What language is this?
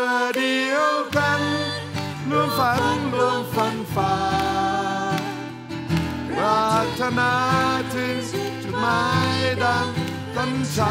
Thai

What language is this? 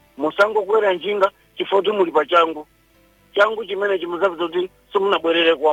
Nyanja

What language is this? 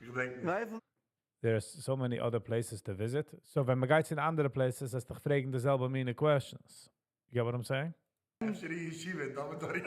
Yiddish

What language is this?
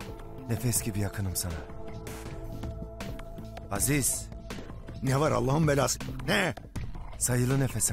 Turkish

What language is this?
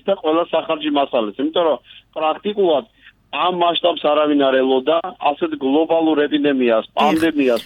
Georgian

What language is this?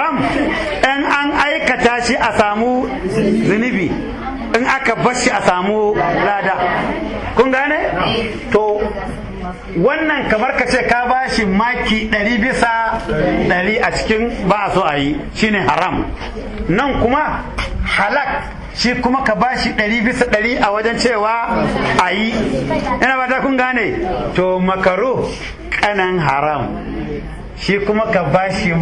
Hausa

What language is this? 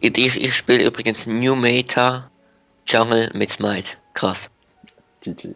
Swiss German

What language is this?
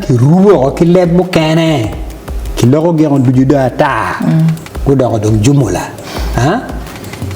Acoli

